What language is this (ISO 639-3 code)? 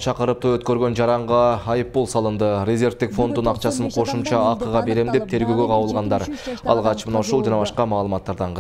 kir